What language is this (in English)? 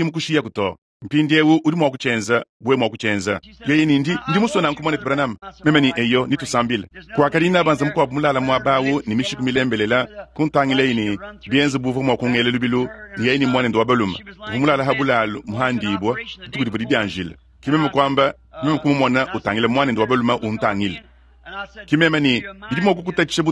Luba-Lulua